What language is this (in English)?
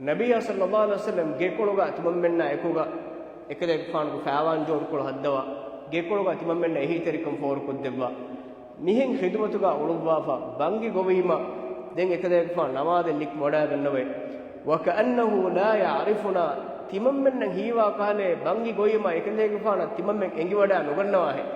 Divehi